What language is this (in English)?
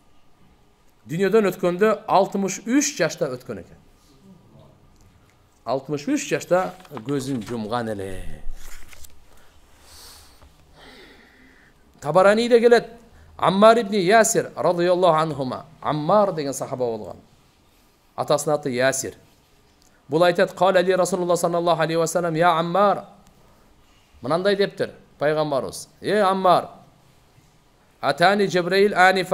Kyrgyz